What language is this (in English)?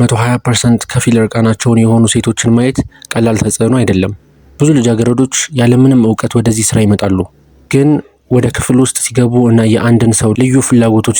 Amharic